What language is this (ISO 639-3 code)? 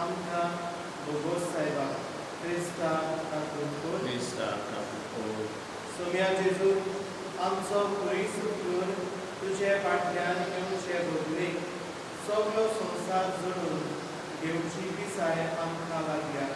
kok